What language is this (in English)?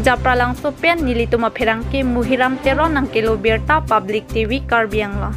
Karbi